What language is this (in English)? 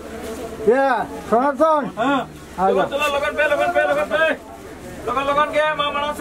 Santali